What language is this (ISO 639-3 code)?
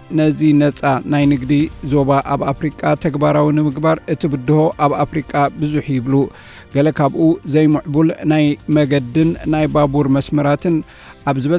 tir